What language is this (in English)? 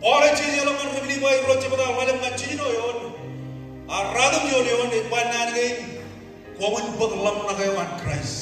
Marshallese